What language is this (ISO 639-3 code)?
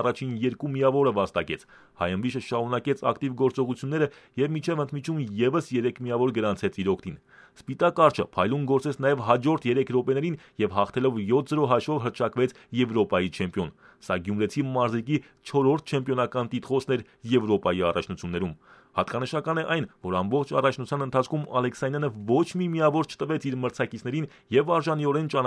hye